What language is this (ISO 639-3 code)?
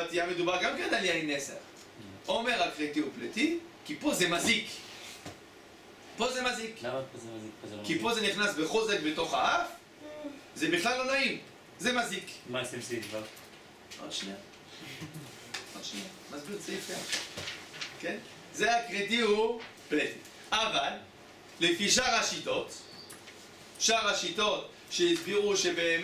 heb